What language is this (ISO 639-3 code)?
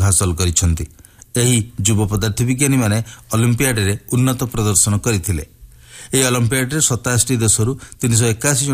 ori